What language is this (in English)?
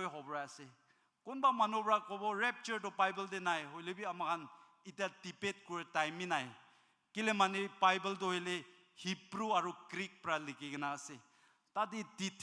Naga Pidgin